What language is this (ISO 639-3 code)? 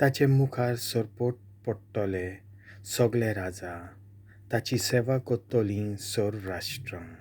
kok